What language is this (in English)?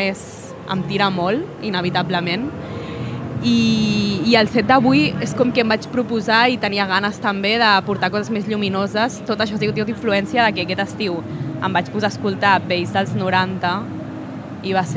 Catalan